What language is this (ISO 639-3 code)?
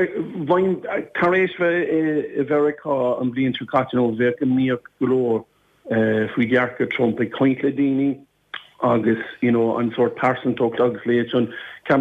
gle